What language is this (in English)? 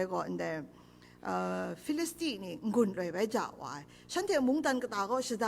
Kachin